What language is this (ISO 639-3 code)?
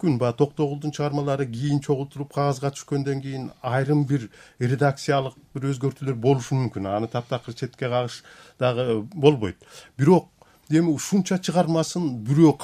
kir